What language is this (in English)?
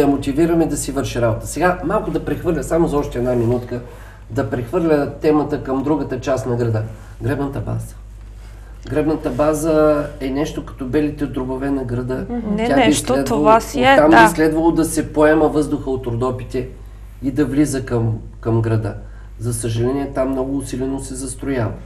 Bulgarian